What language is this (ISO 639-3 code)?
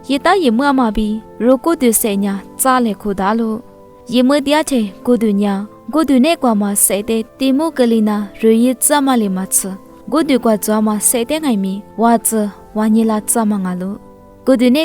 lis